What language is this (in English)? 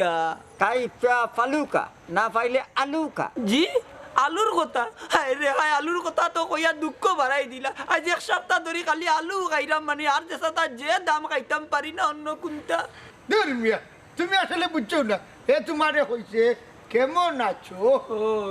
Sylheti